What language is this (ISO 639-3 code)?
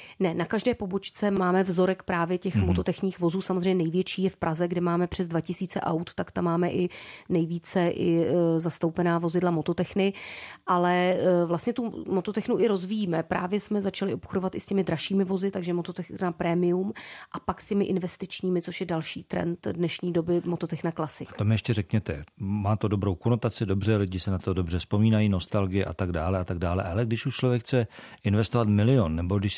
ces